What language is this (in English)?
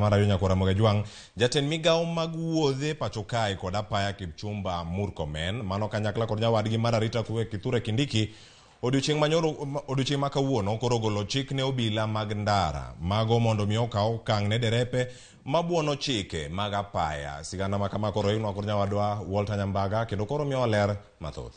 Luo (Kenya and Tanzania)